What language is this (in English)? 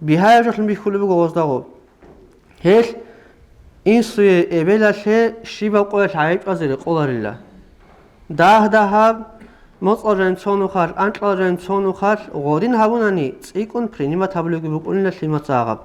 Avaric